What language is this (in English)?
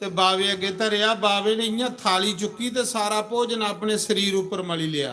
Dogri